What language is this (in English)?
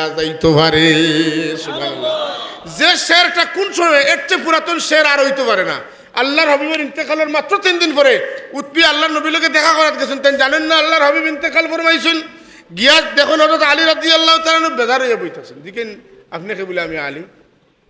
Sylheti